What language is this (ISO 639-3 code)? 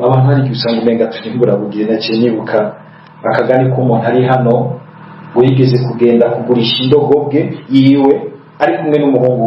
run